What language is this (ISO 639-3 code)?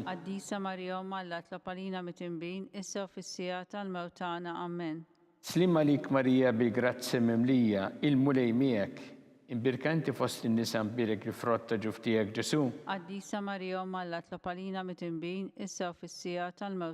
mlt